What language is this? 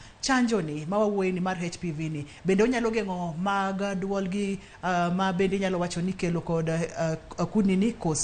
Luo (Kenya and Tanzania)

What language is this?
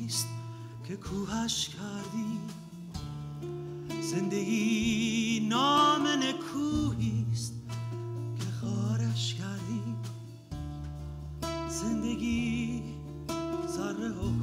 Persian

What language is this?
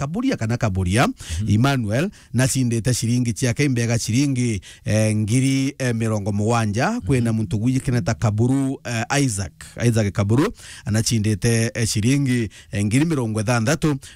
Meru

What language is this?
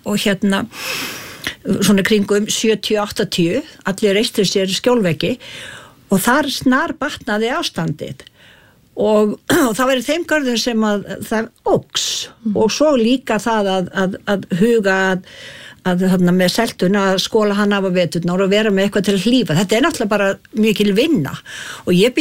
Icelandic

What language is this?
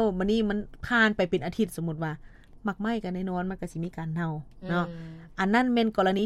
Lao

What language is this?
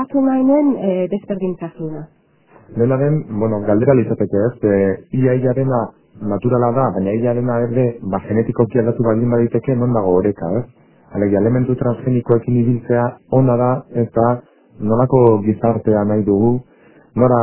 Basque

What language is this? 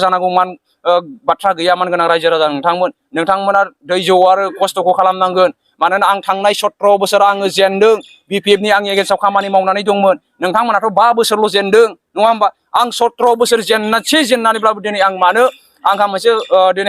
Bodo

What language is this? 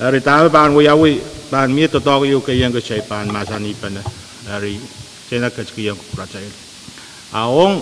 Pohnpeian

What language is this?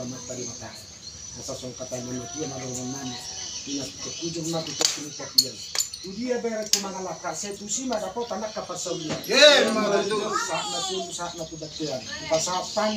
Batak Toba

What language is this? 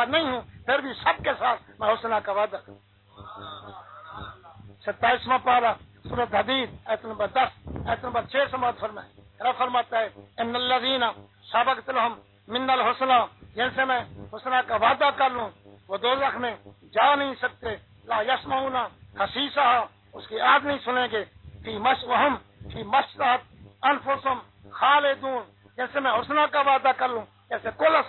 Urdu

